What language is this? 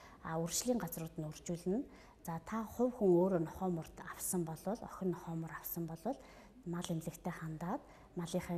Mongolian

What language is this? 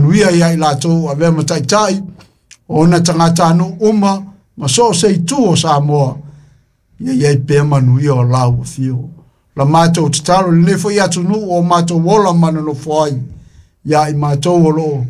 Samoan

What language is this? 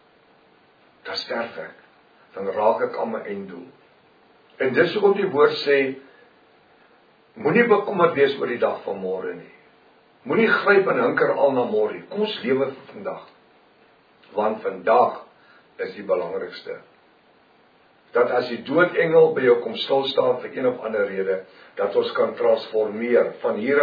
Afrikaans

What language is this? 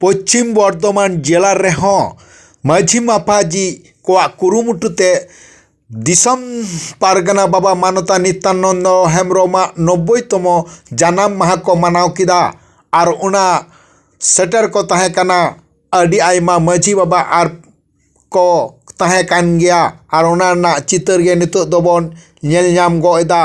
Santali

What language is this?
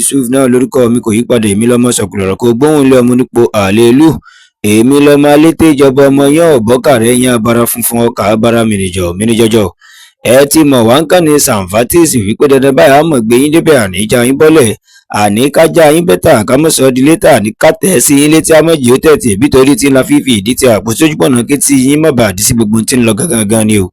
Yoruba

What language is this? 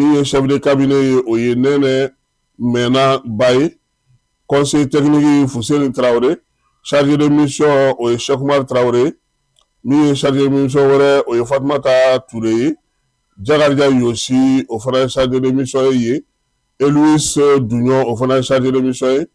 Bambara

